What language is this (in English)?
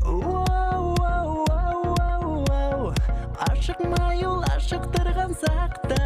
Bashkir